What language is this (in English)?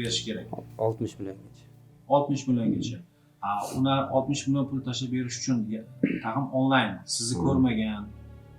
Uzbek